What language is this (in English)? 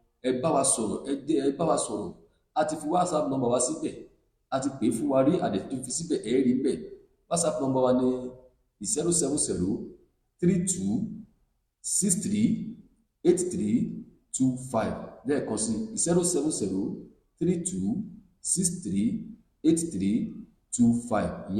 Yoruba